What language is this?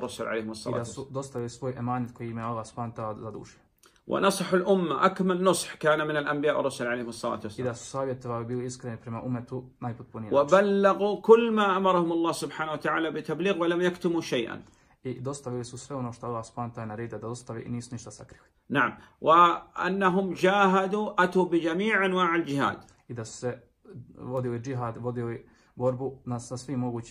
Serbian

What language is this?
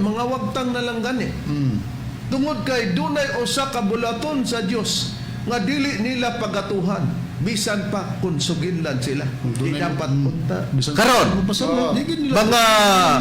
Cebuano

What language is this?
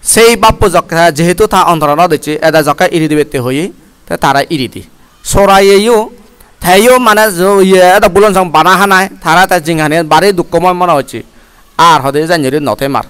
Chakma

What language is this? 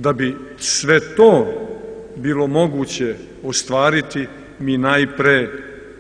Serbian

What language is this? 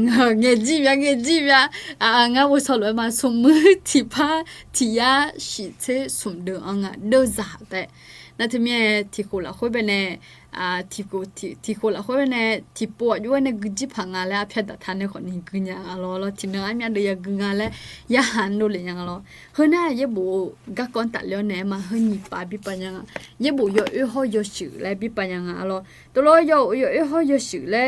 Akha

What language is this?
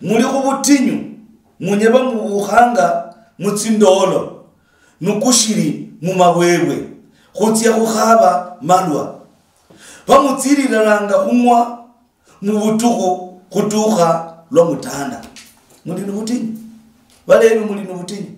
Luyia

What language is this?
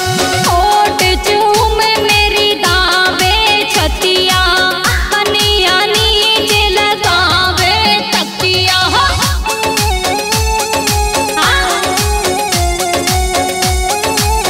Bhojpuri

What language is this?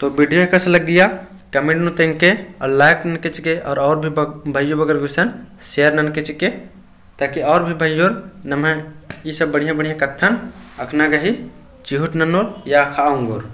Kurukh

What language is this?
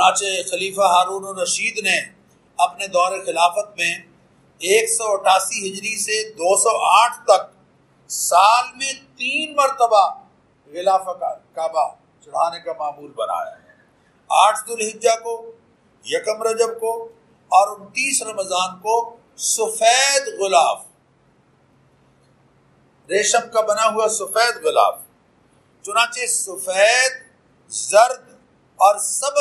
Urdu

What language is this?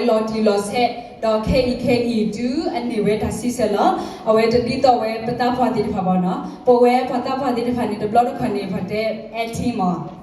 S'gaw Karen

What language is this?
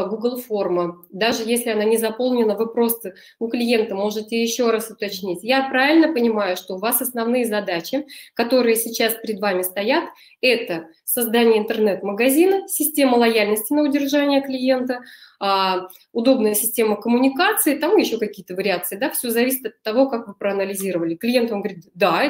Russian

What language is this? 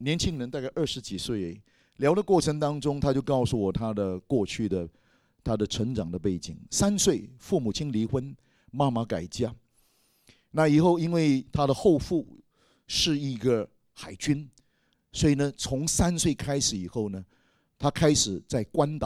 Chinese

